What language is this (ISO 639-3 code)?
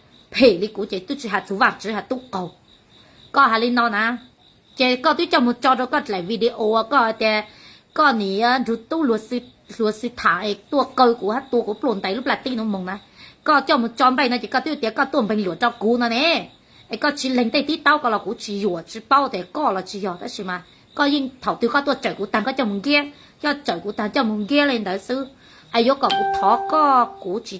hmn